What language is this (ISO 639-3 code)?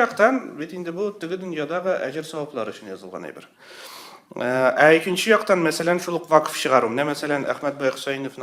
tat